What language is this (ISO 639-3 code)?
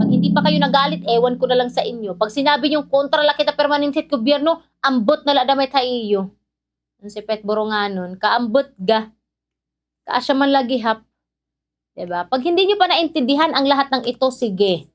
war